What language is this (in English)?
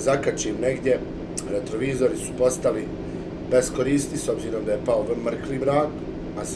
Bosnian